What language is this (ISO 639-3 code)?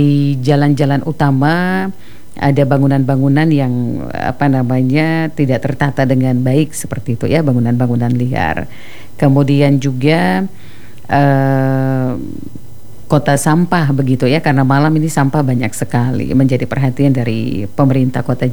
ind